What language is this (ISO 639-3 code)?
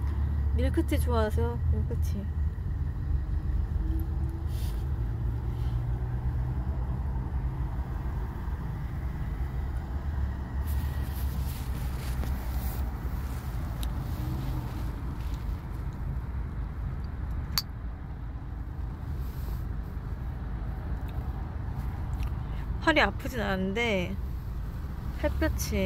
kor